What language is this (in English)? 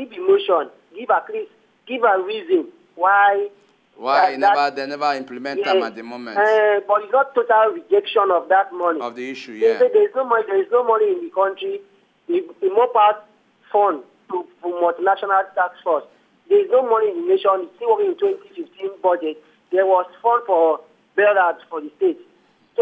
Nigerian Pidgin